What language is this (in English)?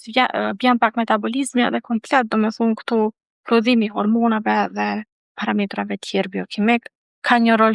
Albanian